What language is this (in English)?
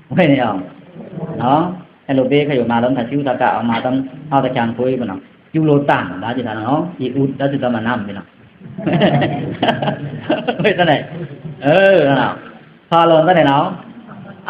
Pa'o Karen